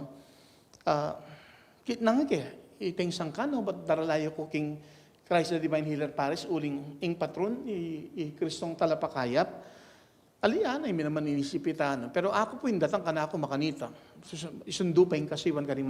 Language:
Pampanga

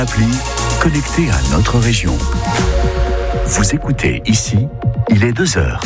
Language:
French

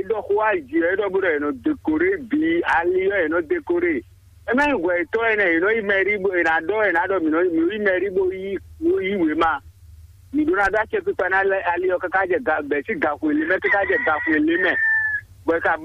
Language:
Fon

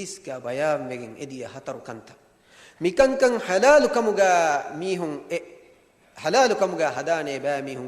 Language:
Divehi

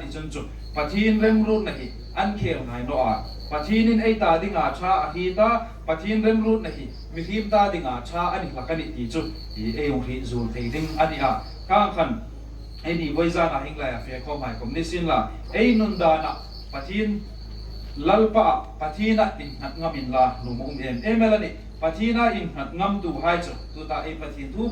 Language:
Hmar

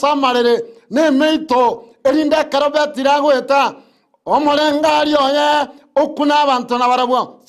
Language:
Gusii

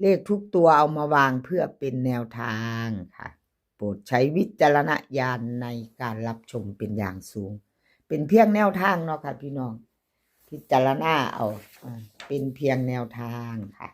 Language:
Northeastern Thai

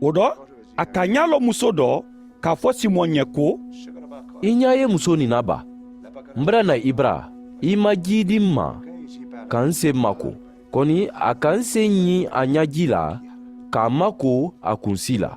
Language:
Mandingo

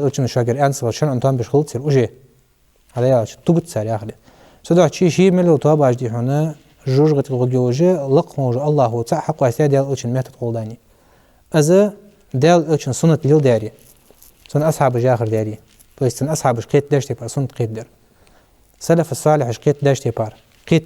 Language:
Ingush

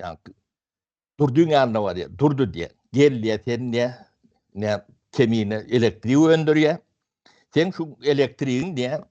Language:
Turkmen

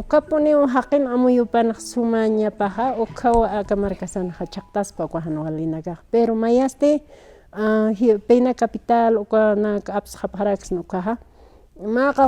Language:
Aymara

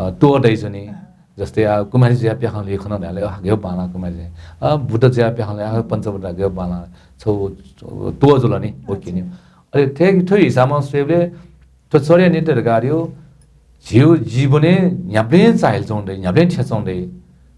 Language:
Newari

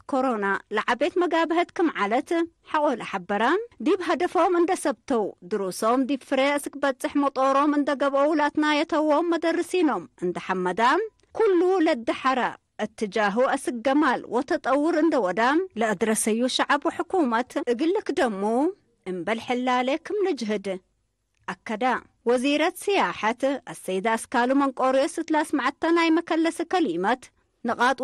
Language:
Tigre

